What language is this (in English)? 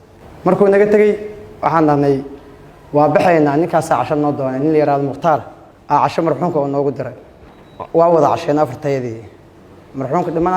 Somali